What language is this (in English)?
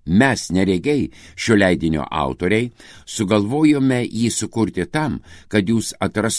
Lithuanian